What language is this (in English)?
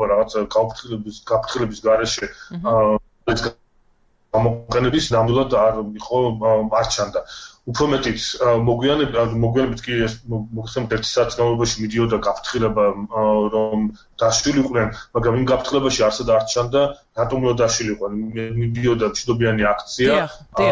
Georgian